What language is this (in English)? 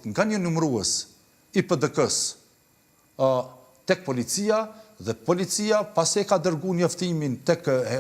Albanian